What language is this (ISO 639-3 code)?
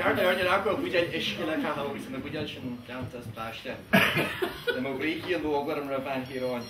gle